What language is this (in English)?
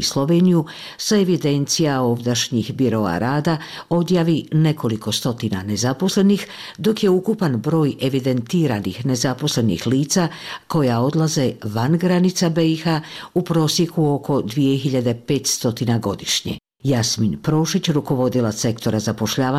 Bosnian